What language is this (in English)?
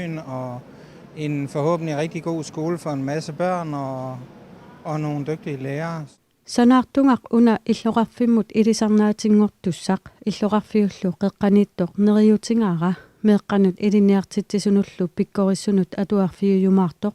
Kalaallisut